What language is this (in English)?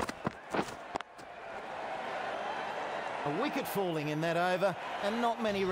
English